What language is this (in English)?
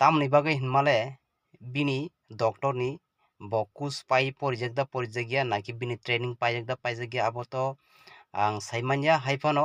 Kok Borok